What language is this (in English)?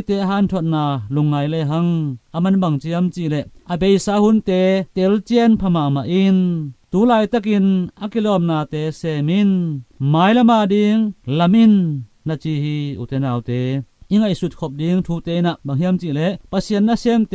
Tedim Chin